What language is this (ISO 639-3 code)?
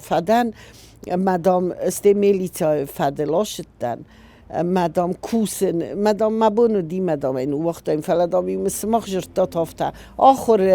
oss